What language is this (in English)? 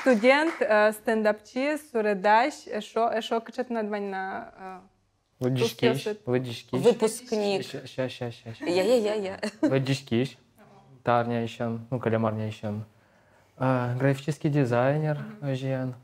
Udmurt